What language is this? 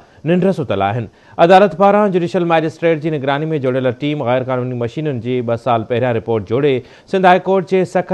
Sindhi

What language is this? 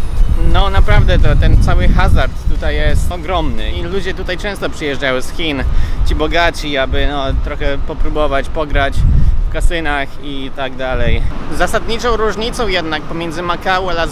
Polish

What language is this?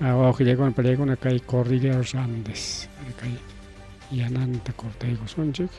Ayacucho Quechua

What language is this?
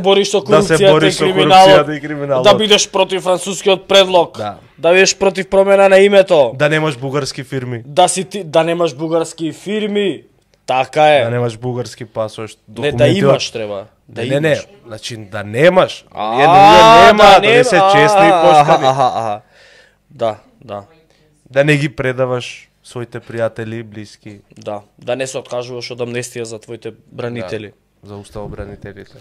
Macedonian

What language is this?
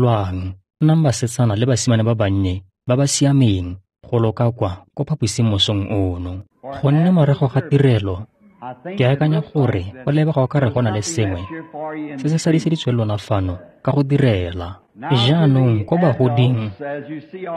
Tswana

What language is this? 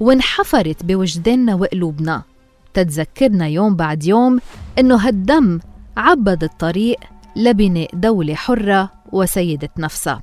North Levantine Arabic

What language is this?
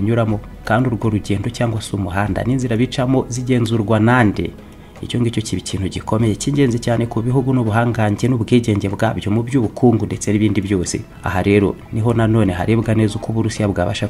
Kinyarwanda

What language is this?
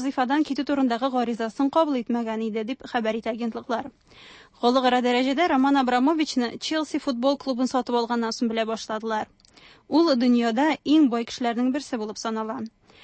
Tatar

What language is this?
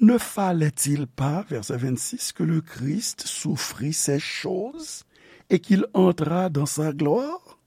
Haitian Creole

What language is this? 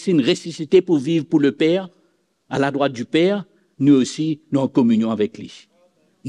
Morisyen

